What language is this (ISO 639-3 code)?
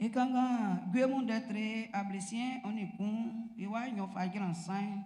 bci